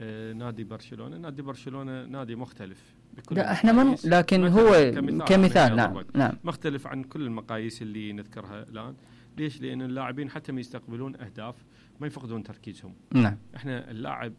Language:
Mesopotamian Arabic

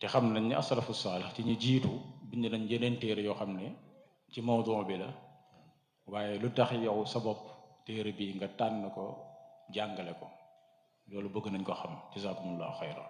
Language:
Wolof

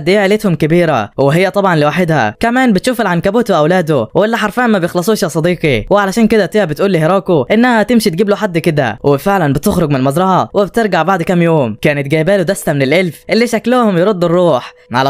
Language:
Egyptian Arabic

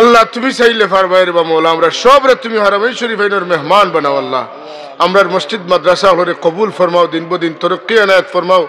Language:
Sylheti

